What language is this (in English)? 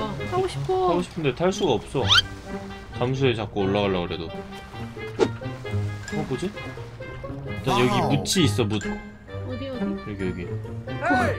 Korean